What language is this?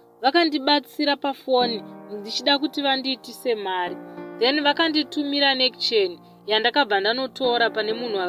Shona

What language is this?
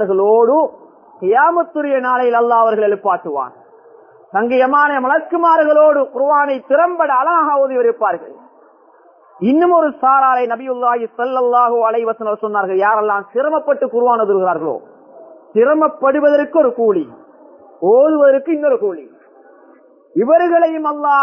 Tamil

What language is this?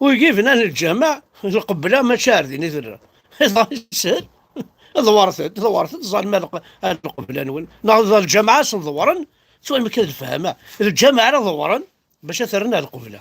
Kabyle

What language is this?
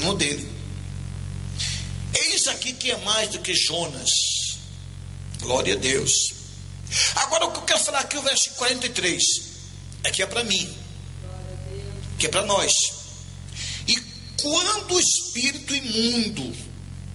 Portuguese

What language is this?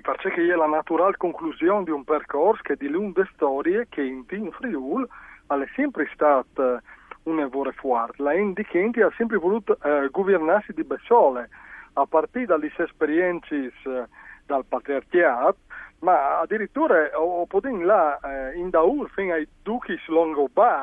Friulian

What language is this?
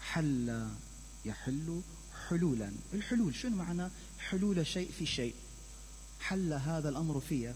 Mesopotamian Arabic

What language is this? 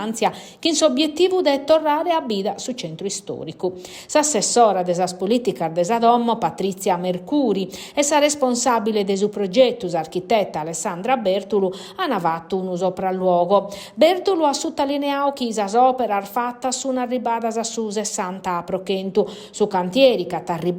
Sardinian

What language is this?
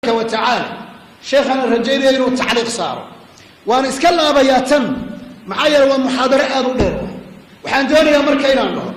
Somali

